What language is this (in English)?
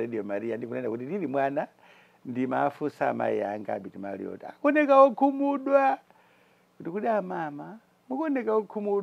Nyanja